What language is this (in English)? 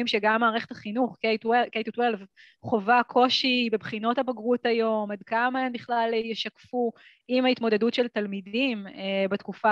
Hebrew